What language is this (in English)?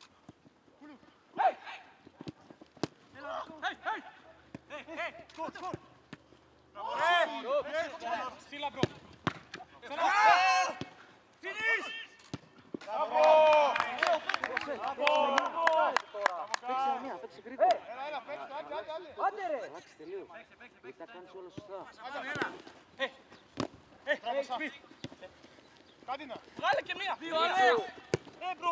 Greek